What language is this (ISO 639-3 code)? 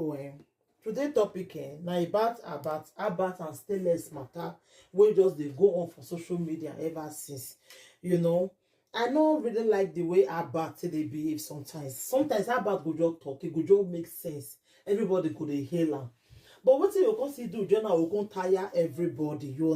pcm